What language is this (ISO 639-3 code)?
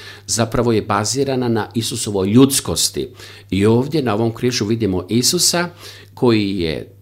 hrv